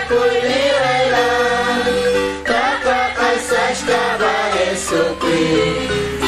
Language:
Kekchí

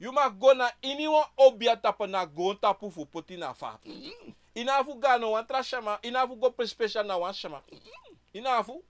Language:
Sranan Tongo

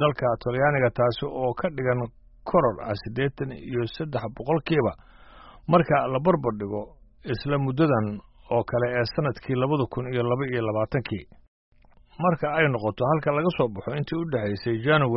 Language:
Somali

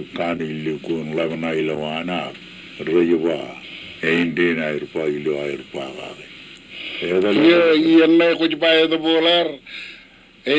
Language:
Marshallese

